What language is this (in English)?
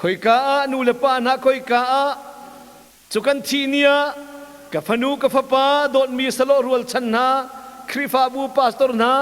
Hakha Chin